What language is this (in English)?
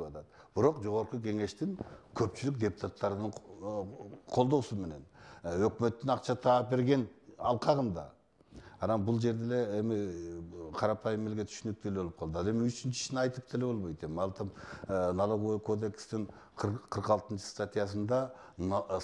Kyrgyz